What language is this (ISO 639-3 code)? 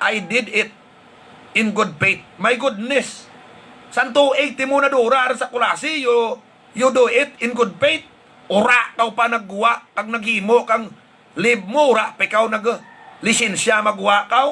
hil